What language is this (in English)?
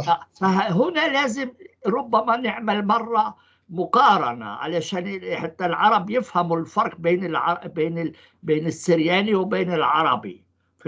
North Levantine Arabic